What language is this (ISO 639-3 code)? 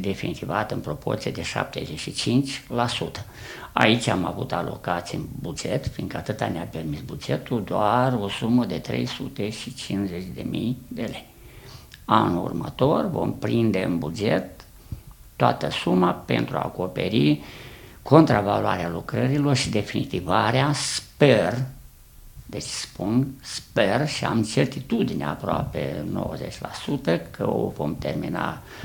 ron